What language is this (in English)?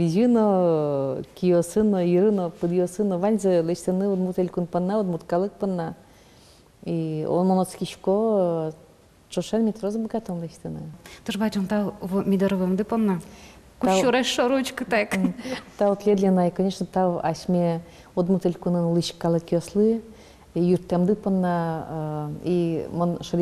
Udmurt